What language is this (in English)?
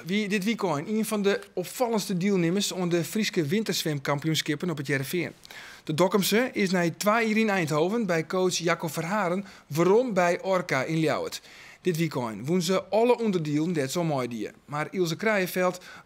Western Frisian